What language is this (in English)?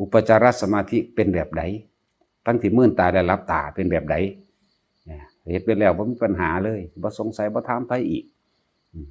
Northeastern Thai